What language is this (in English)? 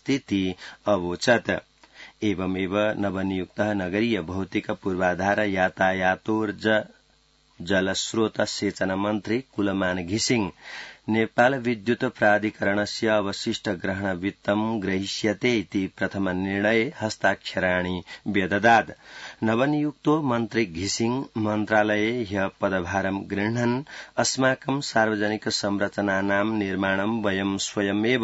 Sanskrit